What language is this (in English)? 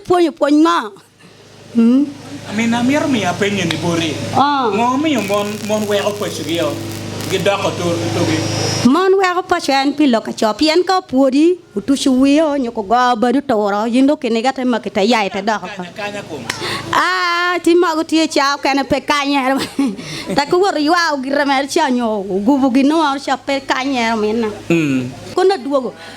Acoli